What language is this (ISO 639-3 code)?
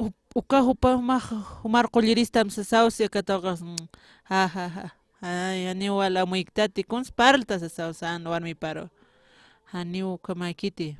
aym